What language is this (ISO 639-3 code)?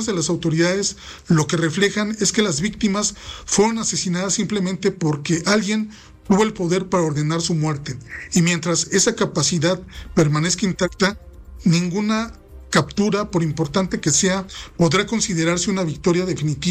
spa